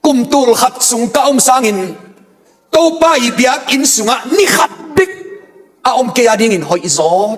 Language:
Tedim Chin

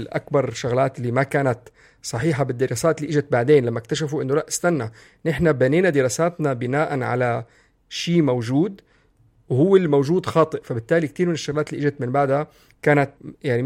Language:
North Levantine Arabic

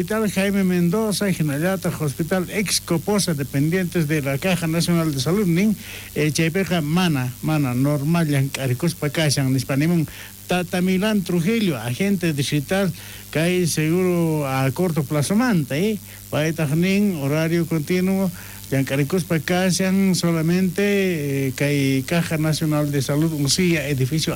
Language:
South Bolivian Quechua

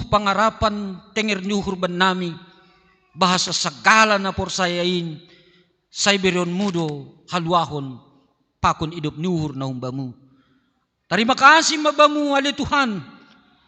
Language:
Batak Simalungun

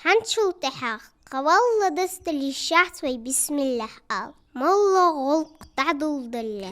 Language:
Ingush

